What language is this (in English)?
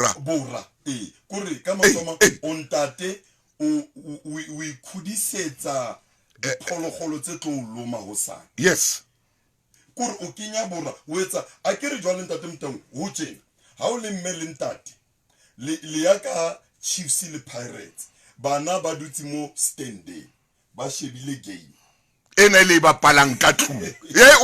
Southern Sotho